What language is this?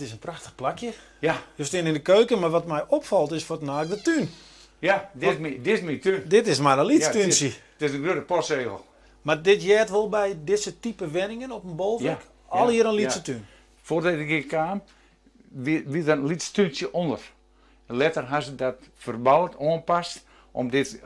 Western Frisian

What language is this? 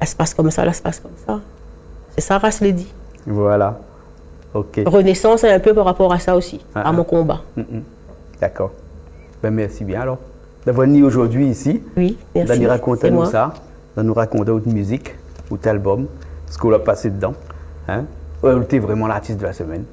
Réunion Creole French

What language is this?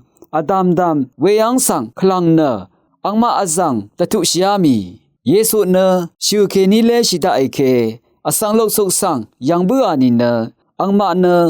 Rawang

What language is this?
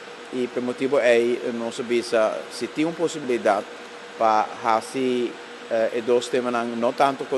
Papiamento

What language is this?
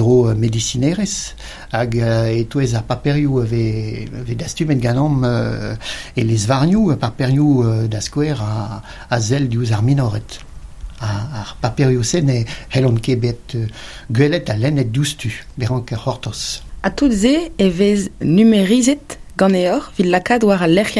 Breton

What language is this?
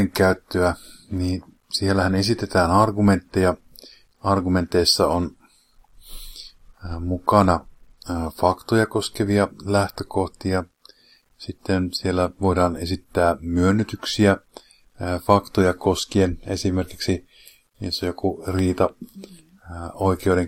Finnish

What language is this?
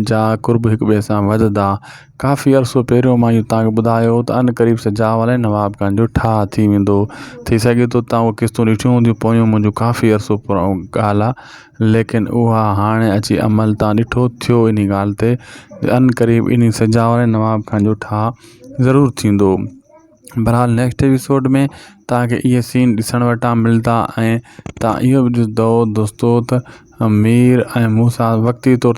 Sindhi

